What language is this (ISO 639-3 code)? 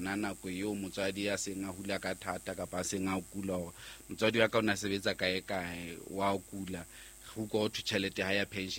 sot